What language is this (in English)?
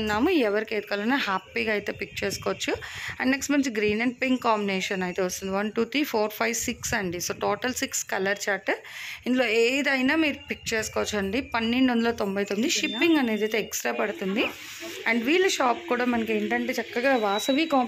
Telugu